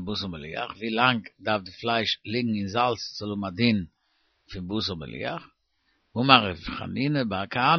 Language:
Yiddish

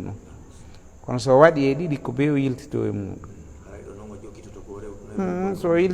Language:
Fula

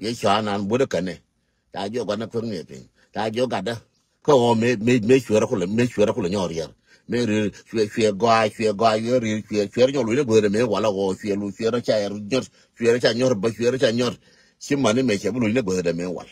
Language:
Nuer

